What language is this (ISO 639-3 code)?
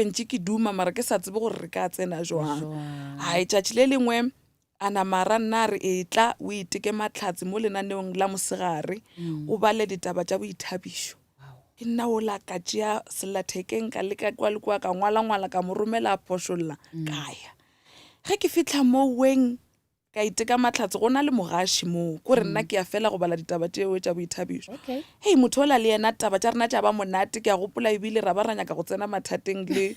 nso